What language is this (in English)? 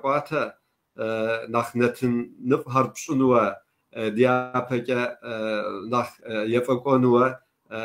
Kabardian